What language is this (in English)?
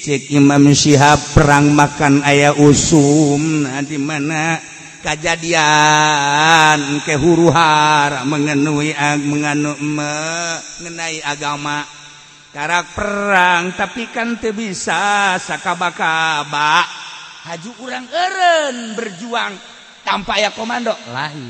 Sundanese